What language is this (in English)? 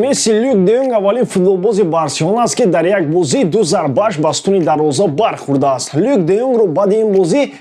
Tajik